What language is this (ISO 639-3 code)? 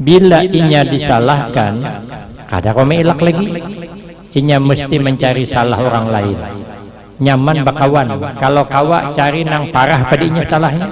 bjn